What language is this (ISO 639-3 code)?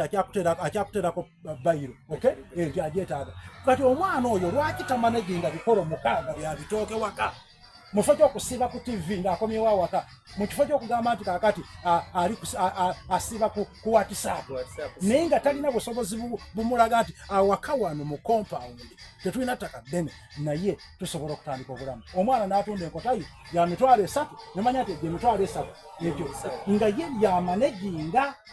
xog